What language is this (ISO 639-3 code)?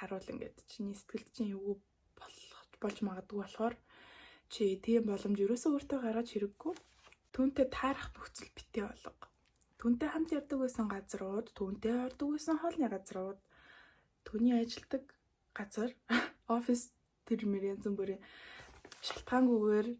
mon